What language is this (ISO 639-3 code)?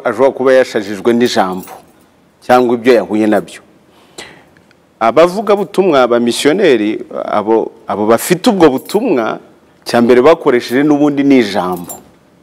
kin